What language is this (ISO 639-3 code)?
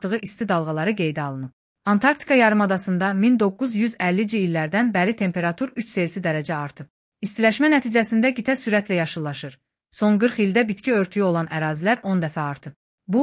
aze